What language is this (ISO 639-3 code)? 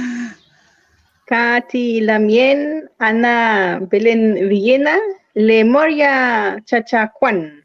arn